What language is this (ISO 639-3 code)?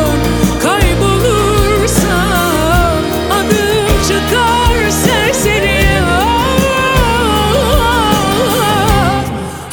tur